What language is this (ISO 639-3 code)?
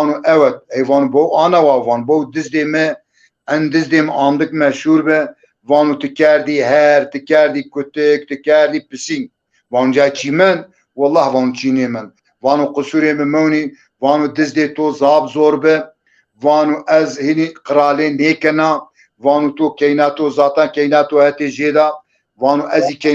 zza